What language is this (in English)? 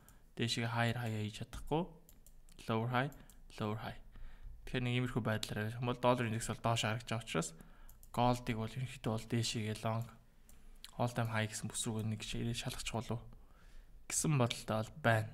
Mongolian